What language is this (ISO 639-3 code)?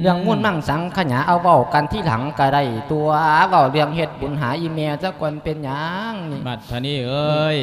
lao